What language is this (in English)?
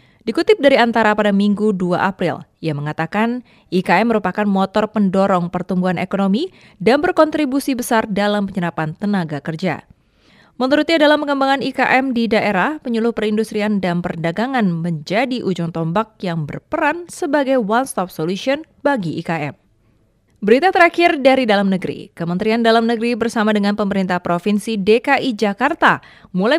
Indonesian